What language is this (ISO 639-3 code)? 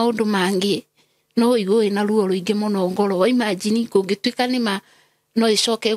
kik